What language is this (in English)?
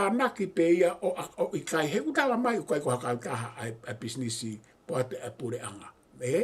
Tongan